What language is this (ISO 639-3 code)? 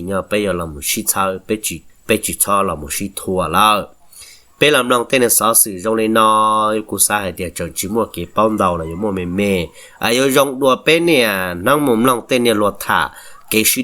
hmn